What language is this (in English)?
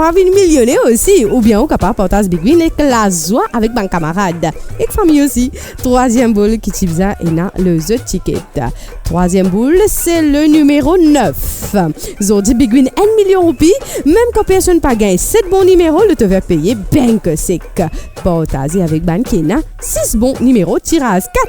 Morisyen